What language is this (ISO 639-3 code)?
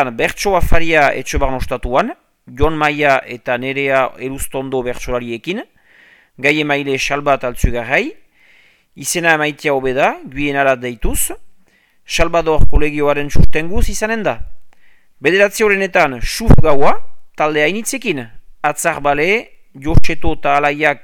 eus